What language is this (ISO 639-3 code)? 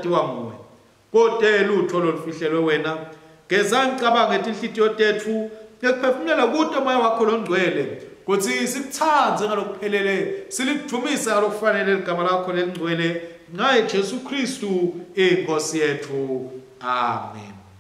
ssw